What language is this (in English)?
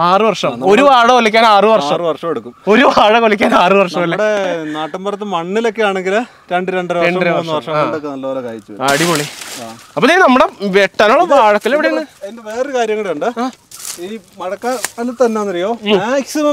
Malayalam